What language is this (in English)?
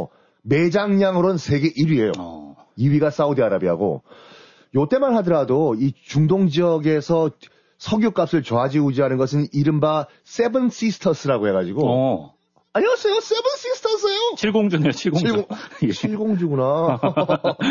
Korean